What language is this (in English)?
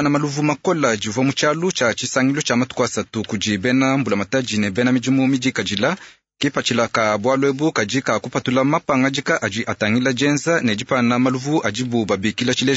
Luba-Lulua